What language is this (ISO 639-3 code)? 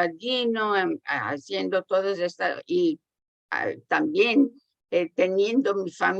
lad